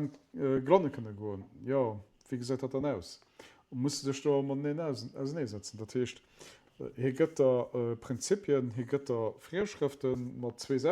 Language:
Luxembourgish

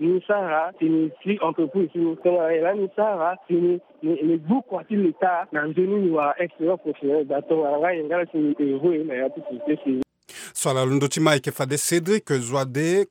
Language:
Sango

